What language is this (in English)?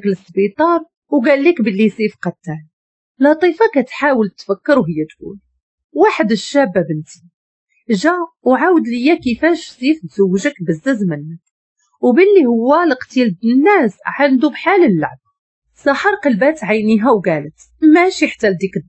Moroccan Arabic